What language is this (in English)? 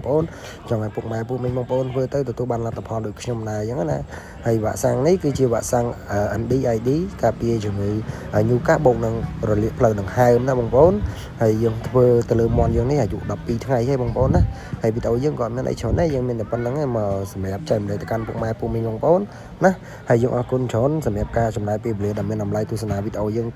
Khmer